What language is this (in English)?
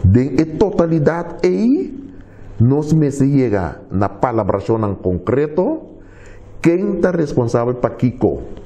Papiamento